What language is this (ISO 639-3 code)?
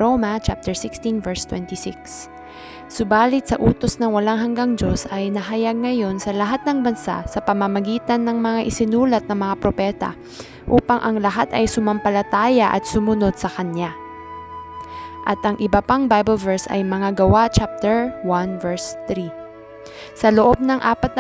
fil